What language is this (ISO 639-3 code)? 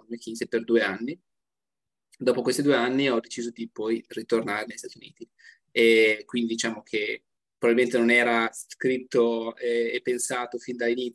ita